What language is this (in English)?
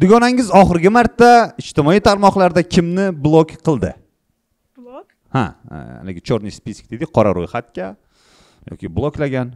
Uzbek